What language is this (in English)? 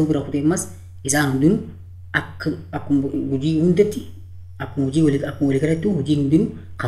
Oromo